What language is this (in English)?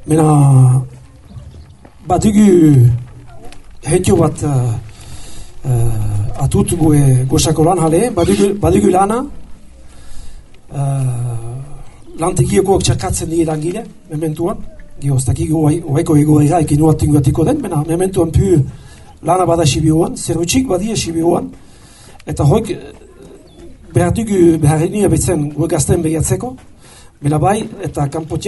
Basque